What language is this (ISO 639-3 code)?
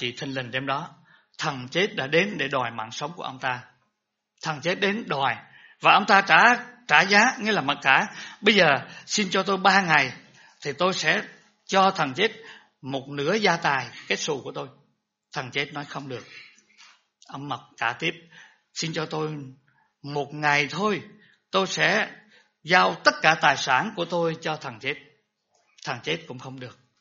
vie